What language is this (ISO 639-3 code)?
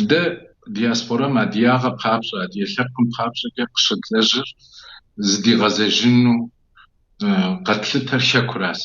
kbd